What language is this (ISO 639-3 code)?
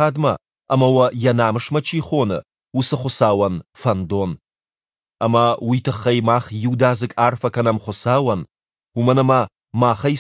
oss